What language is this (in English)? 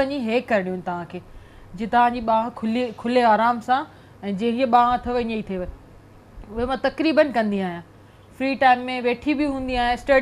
Sindhi